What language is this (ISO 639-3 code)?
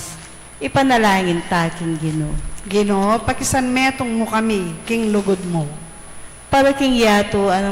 pam